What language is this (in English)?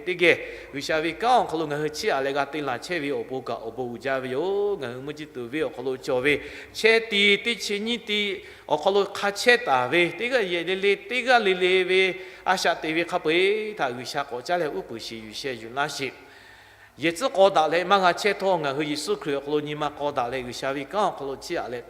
Lahu